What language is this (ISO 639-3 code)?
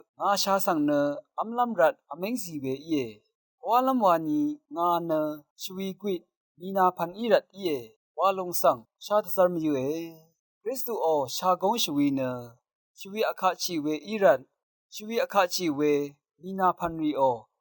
raw